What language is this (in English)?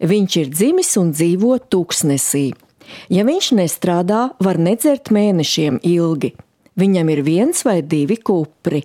Latvian